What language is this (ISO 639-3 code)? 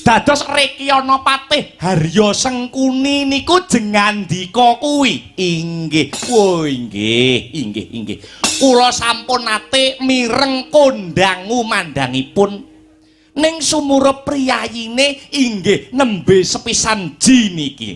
jav